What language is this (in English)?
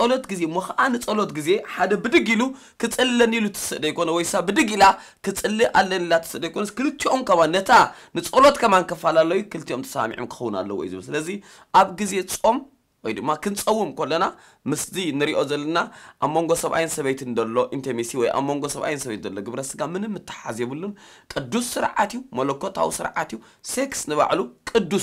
Tigrinya